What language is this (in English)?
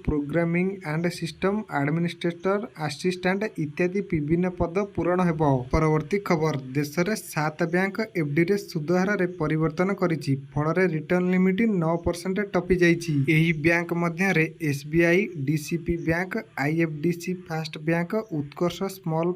Odia